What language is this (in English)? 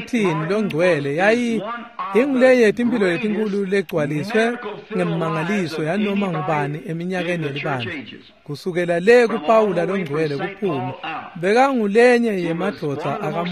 Swati